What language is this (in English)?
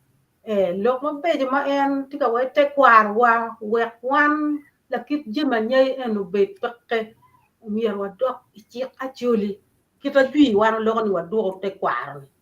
Acoli